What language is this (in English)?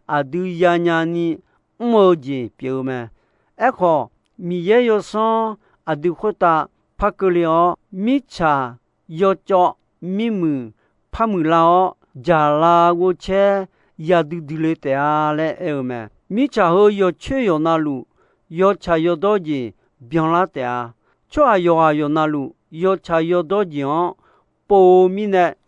Akha